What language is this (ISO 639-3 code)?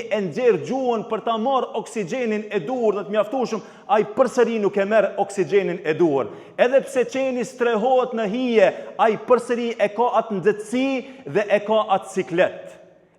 sqi